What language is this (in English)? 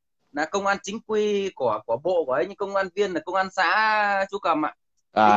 Vietnamese